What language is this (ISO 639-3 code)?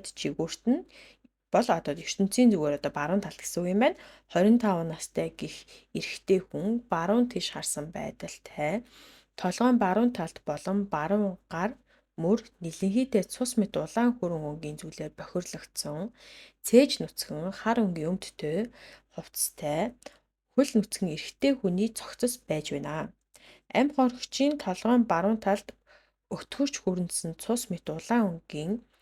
mon